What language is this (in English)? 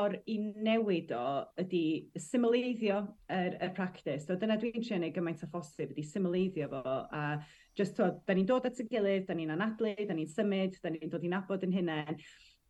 Welsh